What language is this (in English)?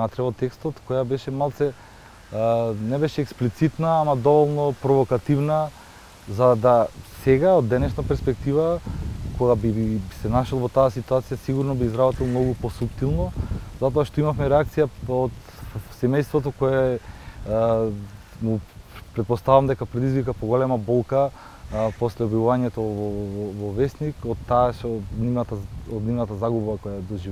Macedonian